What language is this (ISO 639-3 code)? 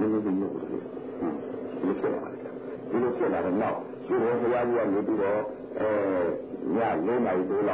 mya